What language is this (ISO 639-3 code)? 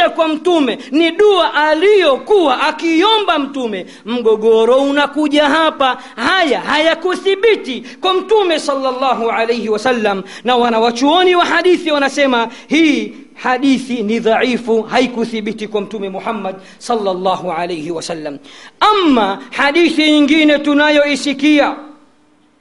swa